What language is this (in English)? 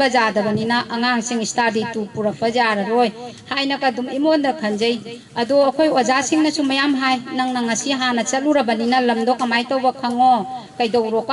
Manipuri